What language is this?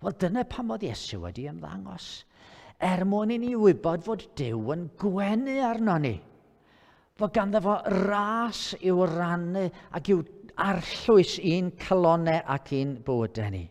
Welsh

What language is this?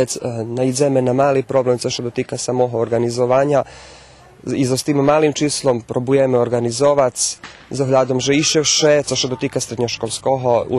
Rusyn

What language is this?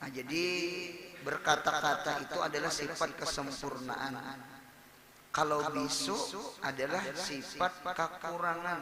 Banjar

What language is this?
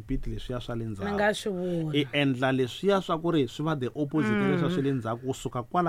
Tsonga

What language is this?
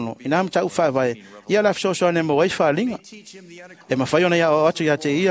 Samoan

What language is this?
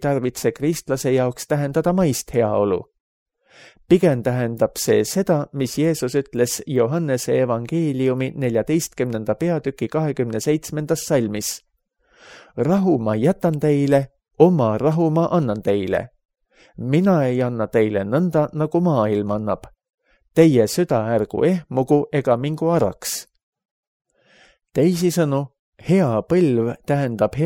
Estonian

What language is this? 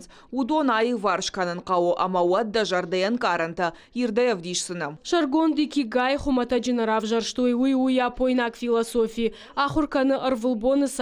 Ossetic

